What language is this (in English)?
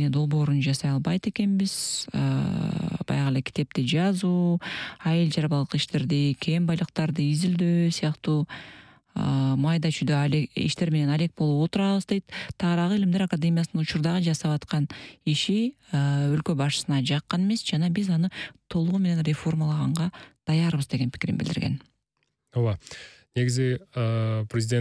Kyrgyz